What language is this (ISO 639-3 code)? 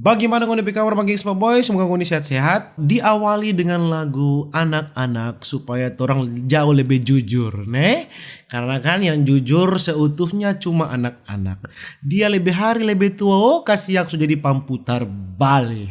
xmm